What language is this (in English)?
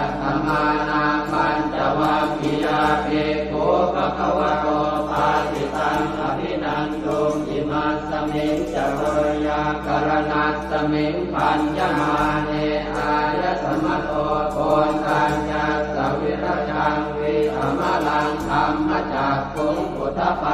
Pali